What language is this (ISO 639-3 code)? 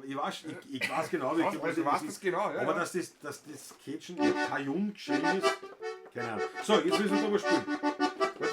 bar